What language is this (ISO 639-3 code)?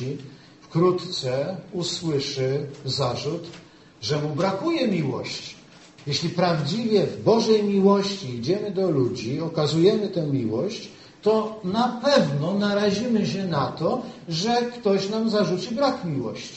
pol